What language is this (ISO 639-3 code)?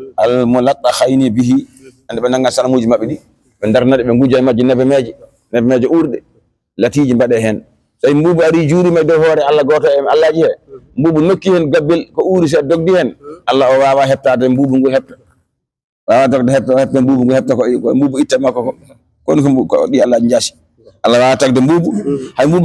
ful